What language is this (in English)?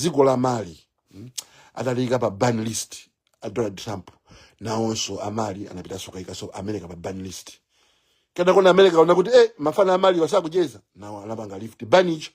Nyanja